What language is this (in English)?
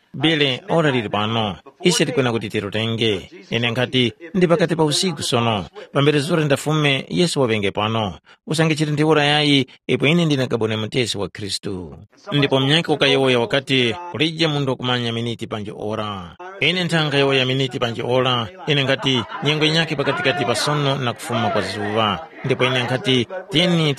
Tumbuka